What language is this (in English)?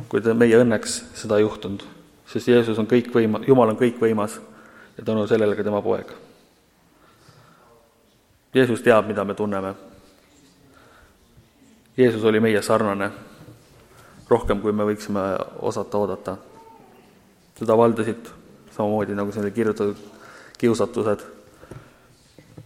Estonian